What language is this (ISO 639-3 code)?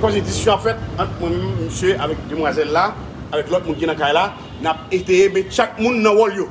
hat